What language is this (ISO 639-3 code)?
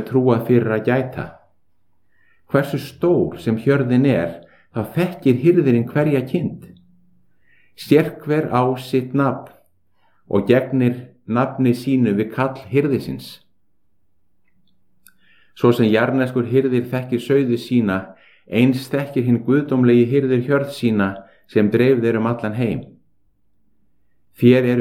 isl